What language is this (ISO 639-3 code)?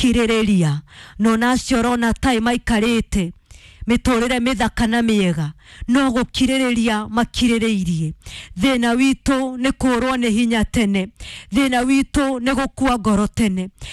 kik